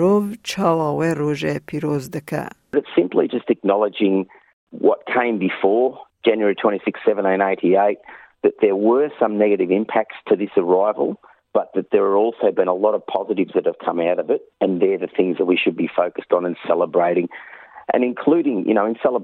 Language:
Kurdish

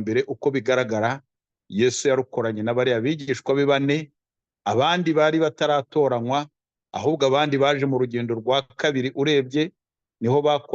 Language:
Kinyarwanda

